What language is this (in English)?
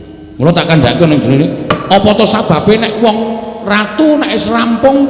Javanese